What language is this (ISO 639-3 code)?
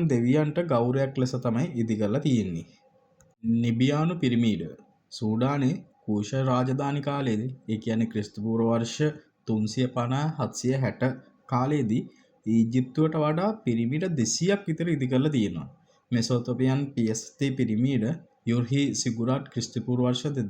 sin